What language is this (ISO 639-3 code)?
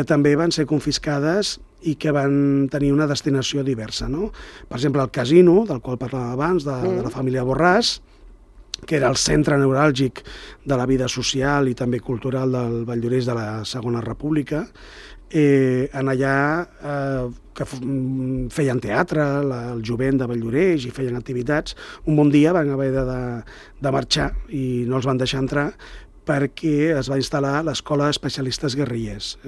cat